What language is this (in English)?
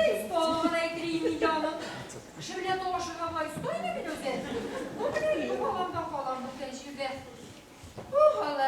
Tatar